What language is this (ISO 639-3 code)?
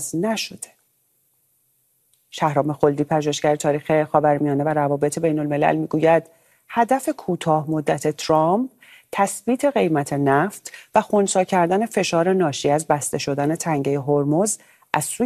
fas